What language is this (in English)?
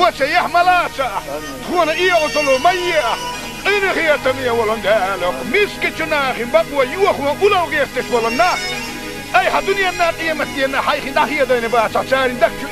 Chechen